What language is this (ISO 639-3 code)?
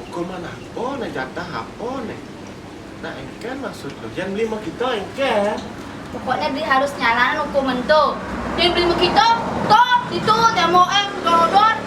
ban